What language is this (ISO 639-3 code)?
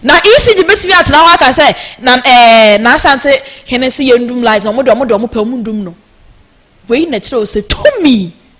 aka